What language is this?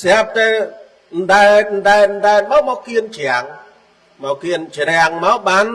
Khmer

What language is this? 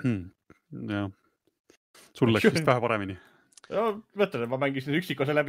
Estonian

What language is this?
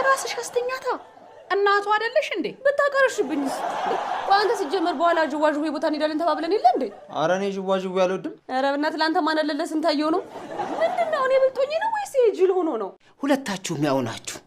Amharic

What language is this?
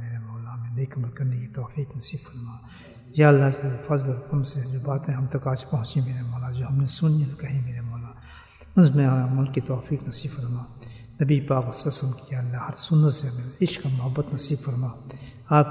Urdu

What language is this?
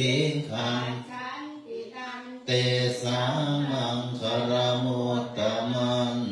Pali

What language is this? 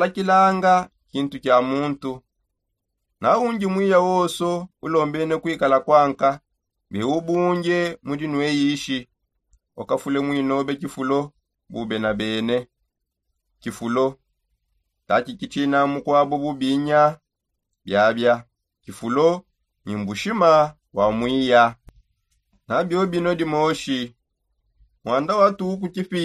Songe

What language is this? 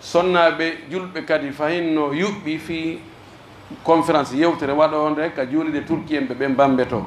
Pular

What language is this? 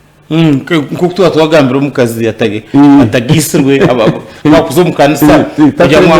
Nyankole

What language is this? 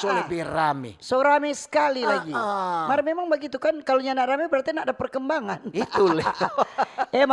Manado Malay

